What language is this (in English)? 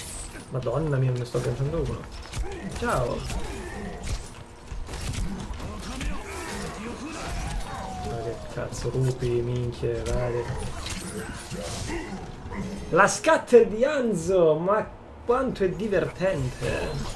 Italian